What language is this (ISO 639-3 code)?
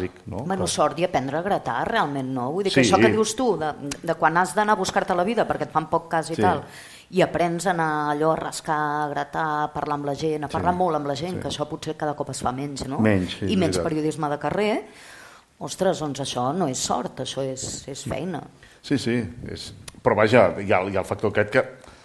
cat